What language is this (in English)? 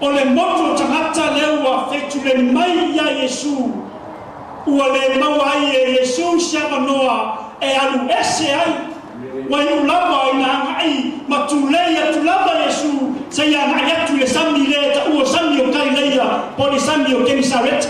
Samoan